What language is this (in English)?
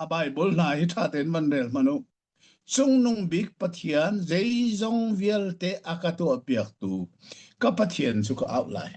Hakha Chin